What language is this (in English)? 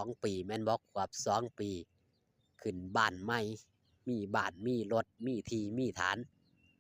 Northeastern Thai